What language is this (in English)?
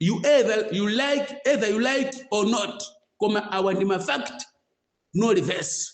Nyanja